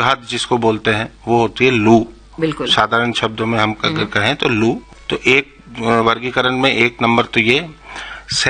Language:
Hindi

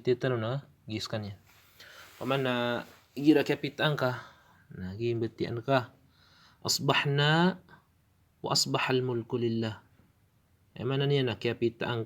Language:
Maranao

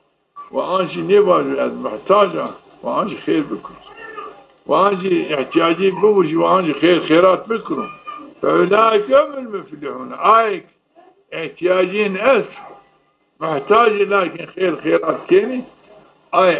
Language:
Zaza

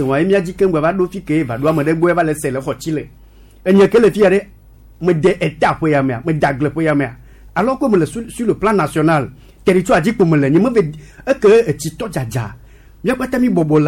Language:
Gen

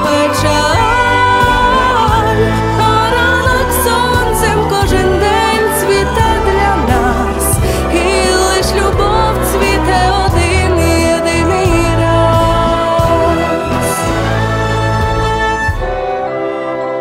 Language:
Ukrainian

